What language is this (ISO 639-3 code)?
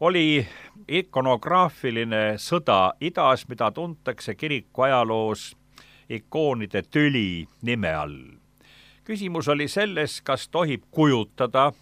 est